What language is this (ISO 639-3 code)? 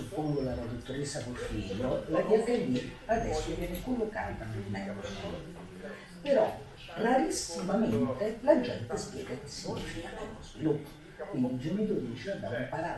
ita